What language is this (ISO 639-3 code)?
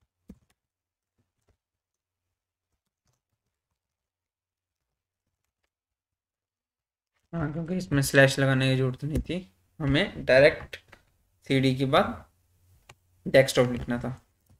hin